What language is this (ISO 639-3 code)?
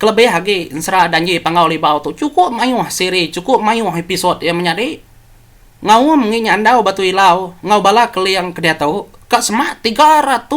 iba